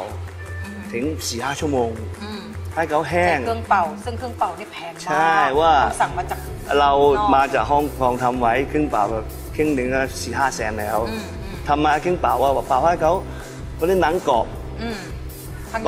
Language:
Thai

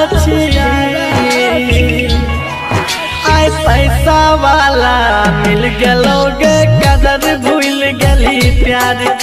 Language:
Bhojpuri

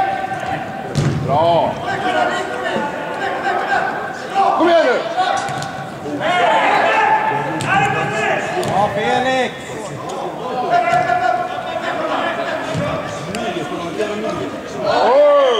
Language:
Swedish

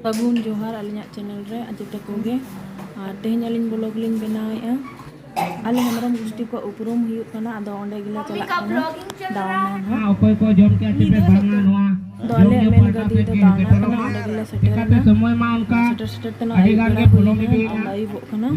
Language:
Santali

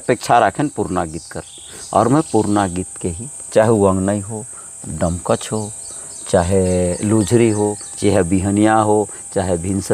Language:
Sadri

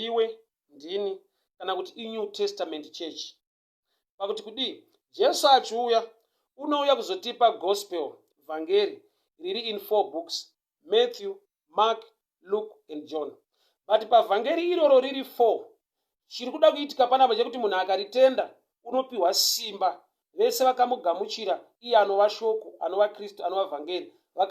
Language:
Shona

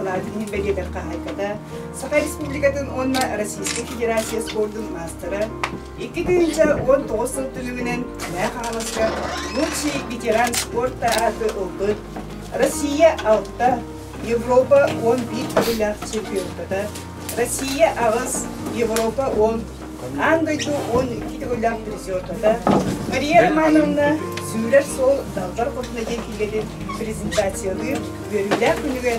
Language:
Yakut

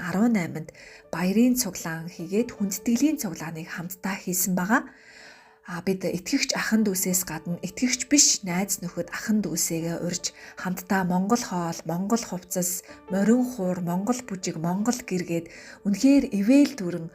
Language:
Mongolian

